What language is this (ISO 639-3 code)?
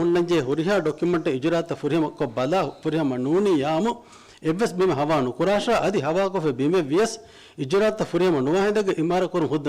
div